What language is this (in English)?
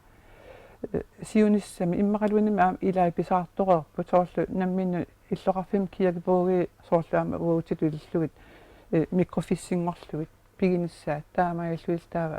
Kalaallisut